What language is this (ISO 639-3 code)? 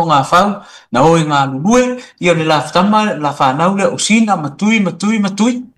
smo